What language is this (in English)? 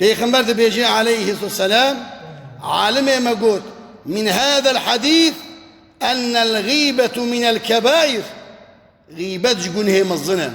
Kurdish